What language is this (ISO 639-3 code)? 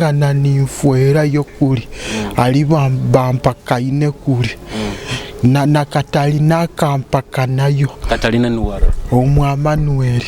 nyo